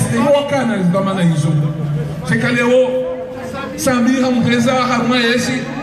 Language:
Ngazidja Comorian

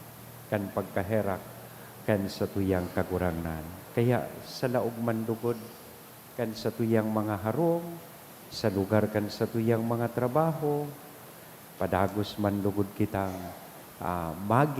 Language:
Bikol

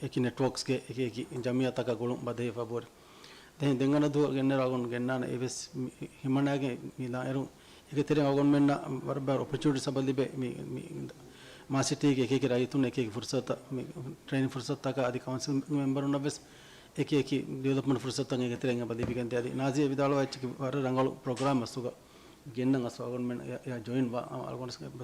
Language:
Divehi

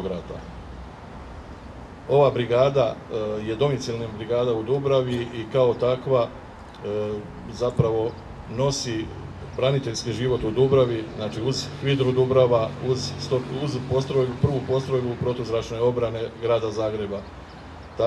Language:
Croatian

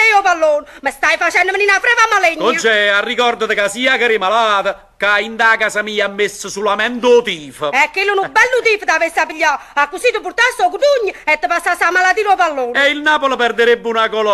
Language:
Neapolitan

